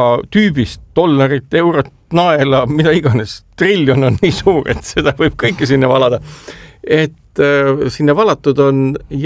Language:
Estonian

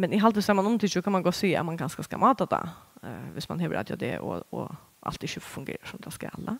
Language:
Faroese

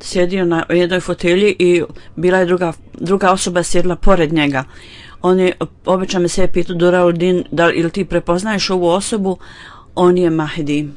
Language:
Bosnian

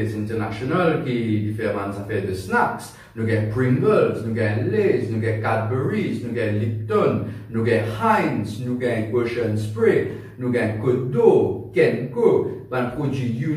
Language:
Morisyen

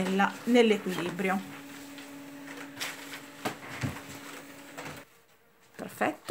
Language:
Italian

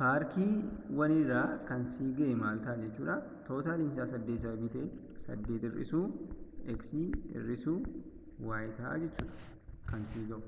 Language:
Oromo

